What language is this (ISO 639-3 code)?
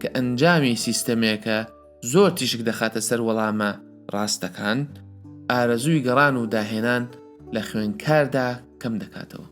ckb